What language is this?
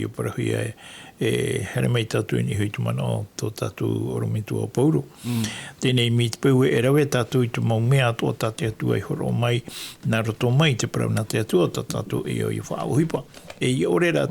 Tahitian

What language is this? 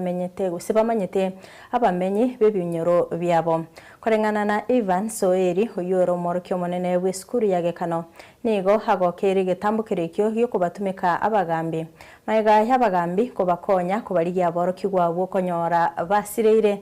Gusii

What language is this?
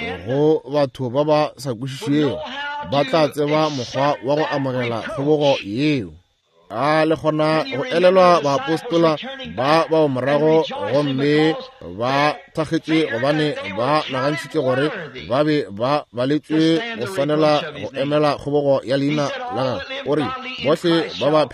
Northern Sotho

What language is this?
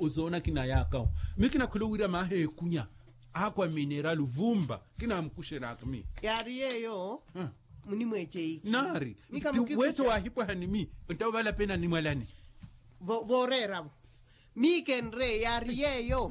Makhuwa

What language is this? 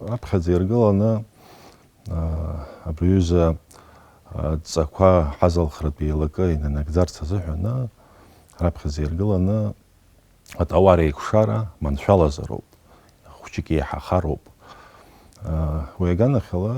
Abkhazian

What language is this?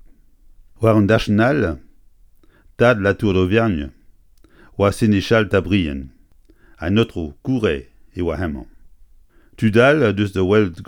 Breton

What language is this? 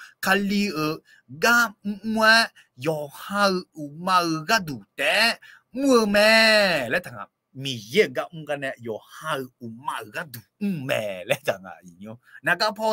Akha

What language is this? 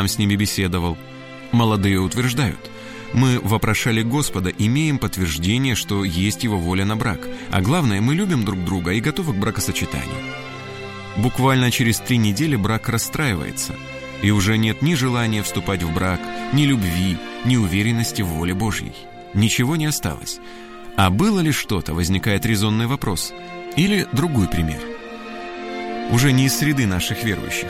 Russian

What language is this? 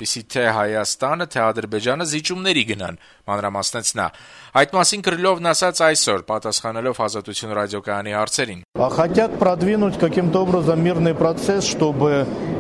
Armenian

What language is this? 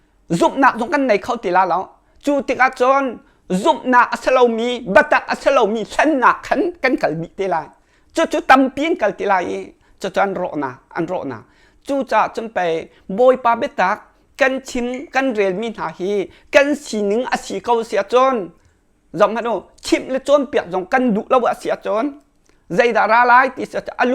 Hakha Chin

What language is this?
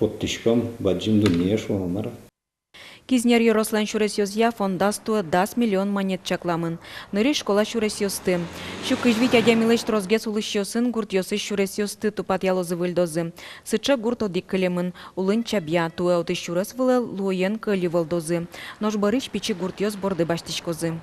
Udmurt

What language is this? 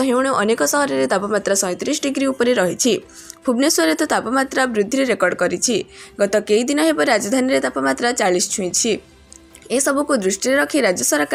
Odia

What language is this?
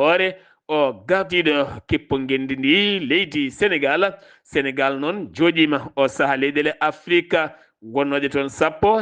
Fula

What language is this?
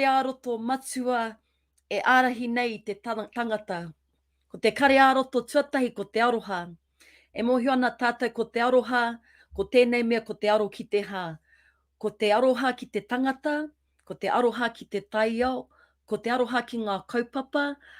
Māori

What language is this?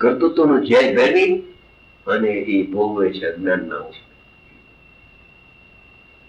Gujarati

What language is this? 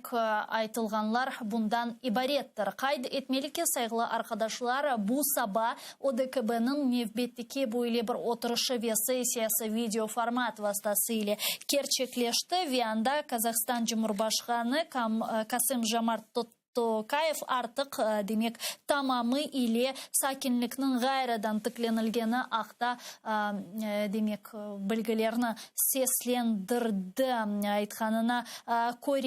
Crimean Tatar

